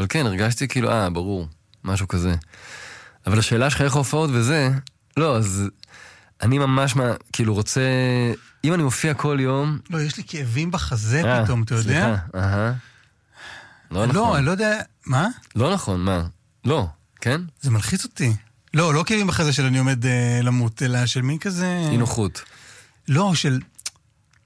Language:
Hebrew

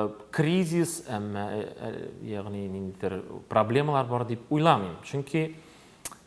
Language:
Tatar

